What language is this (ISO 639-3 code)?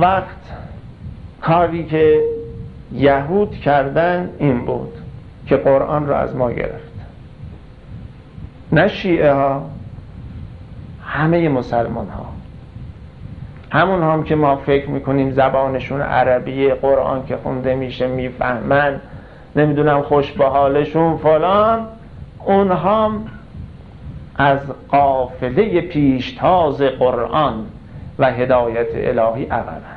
fas